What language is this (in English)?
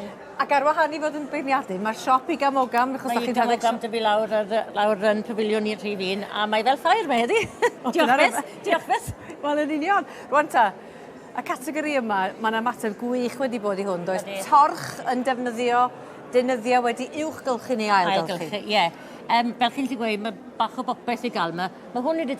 Welsh